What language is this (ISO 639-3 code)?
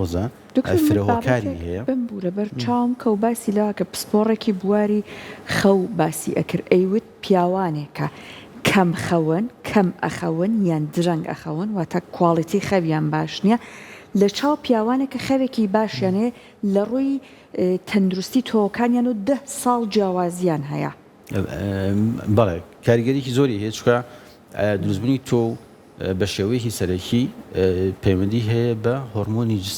ckb